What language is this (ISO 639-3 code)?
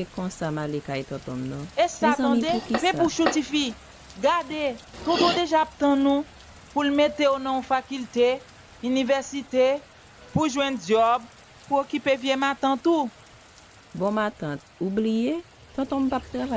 hat